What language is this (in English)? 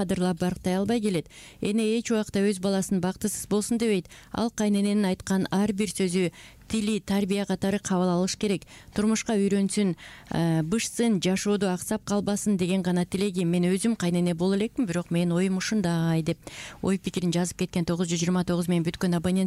Kyrgyz